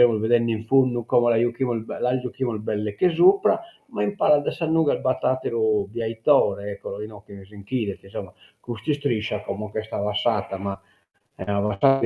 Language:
Sardinian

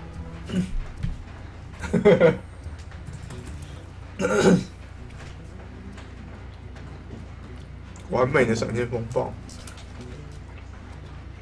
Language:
Chinese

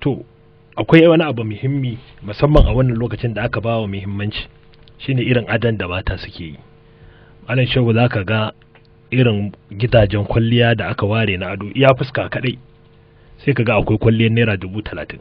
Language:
Hausa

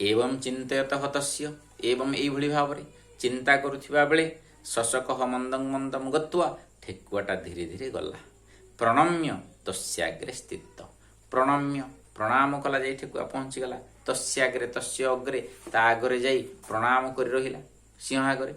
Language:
Odia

